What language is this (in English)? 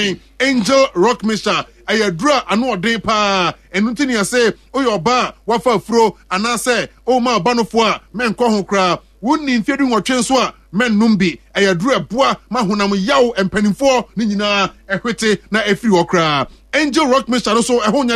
Akan